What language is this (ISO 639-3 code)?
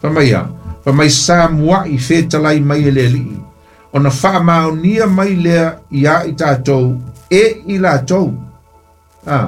smo